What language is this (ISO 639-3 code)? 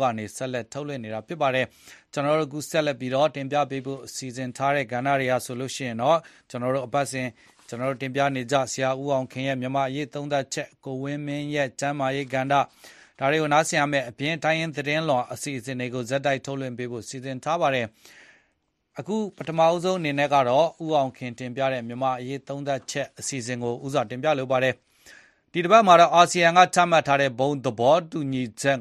mya